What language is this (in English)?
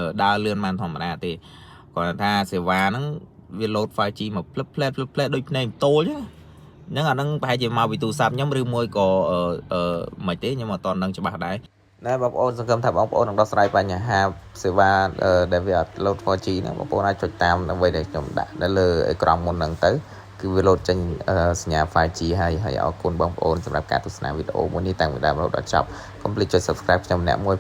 Khmer